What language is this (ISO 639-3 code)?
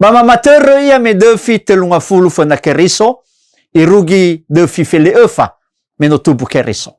nia